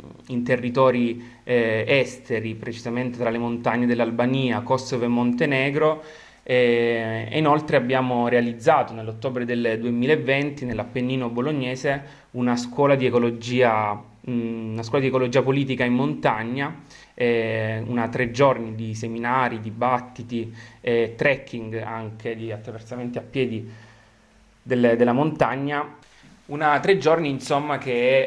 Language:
Italian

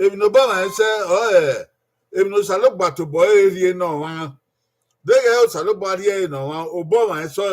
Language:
Bini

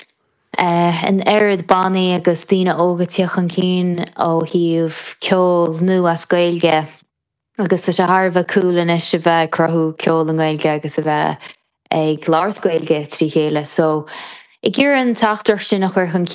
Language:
Irish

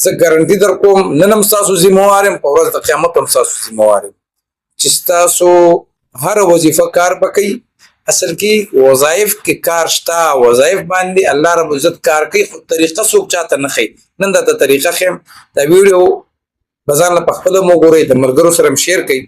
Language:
Pashto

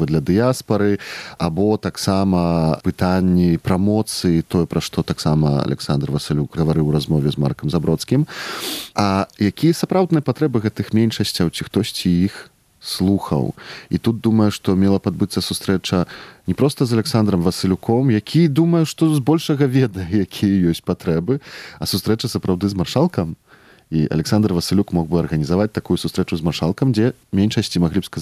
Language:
Belarusian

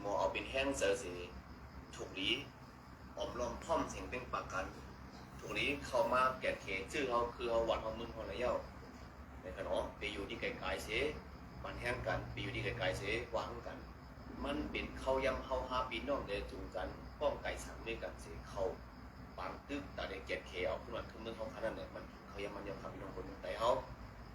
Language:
Shan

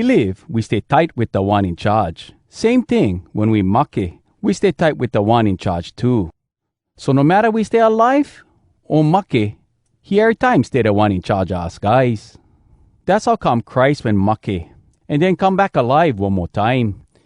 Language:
Hawai'i Creole English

